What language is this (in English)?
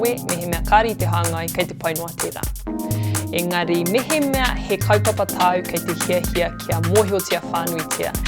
Māori